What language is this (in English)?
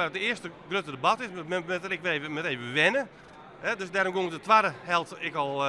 Western Frisian